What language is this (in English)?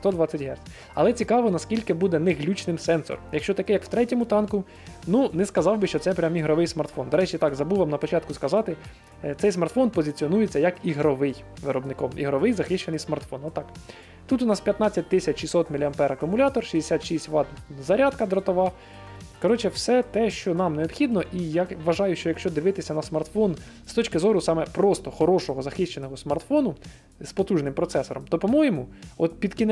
Ukrainian